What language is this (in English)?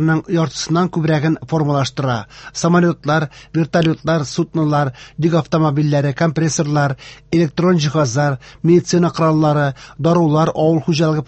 Tatar